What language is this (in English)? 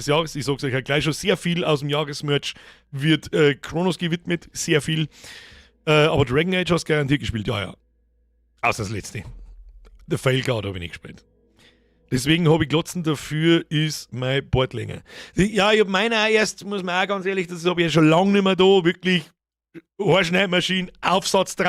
Bavarian